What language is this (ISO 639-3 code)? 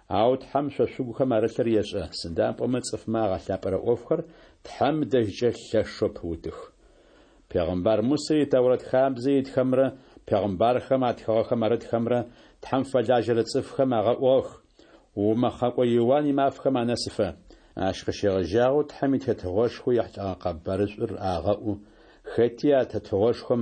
ady